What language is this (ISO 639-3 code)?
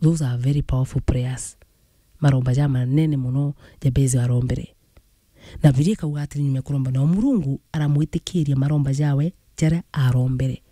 mer